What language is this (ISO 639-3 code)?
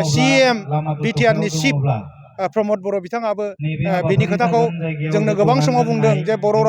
brx